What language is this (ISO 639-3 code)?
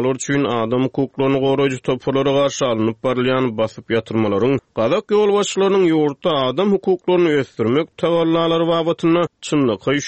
tuk